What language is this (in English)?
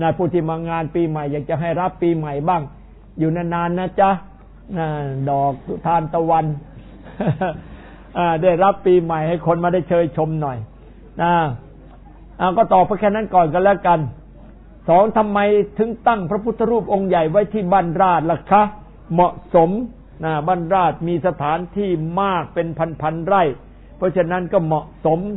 Thai